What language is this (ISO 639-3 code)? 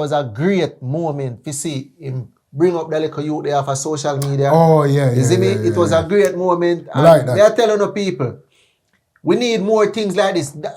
jam